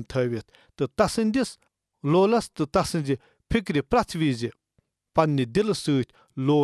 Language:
Kashmiri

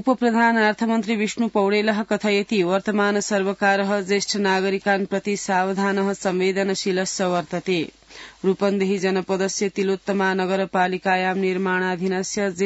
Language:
Sanskrit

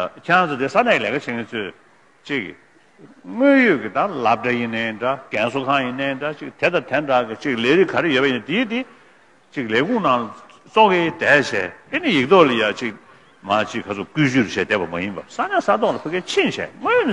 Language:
Tibetan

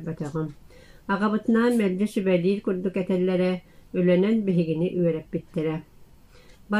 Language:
Yakut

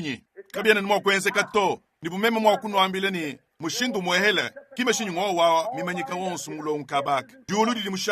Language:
Luba-Lulua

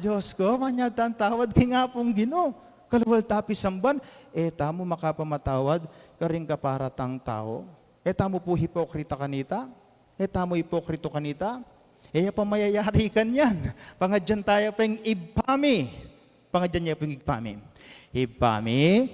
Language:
Pampanga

